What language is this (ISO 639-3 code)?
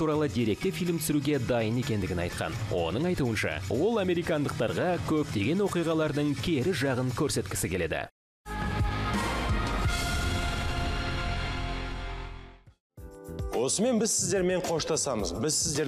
kaz